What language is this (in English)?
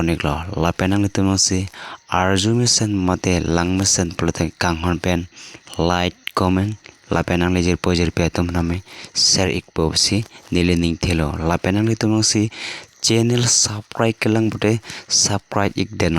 Karbi